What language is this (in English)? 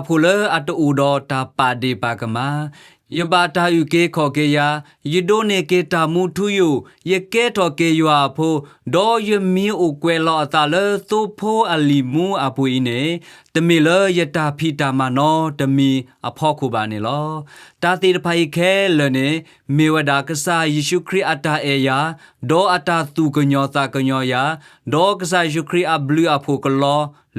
S'gaw Karen